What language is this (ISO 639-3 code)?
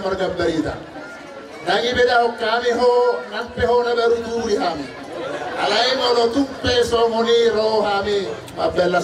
bbc